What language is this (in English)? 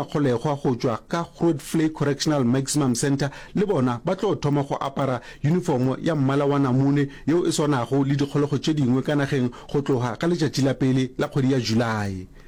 Northern Sotho